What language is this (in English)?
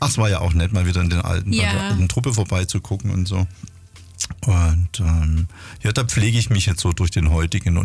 German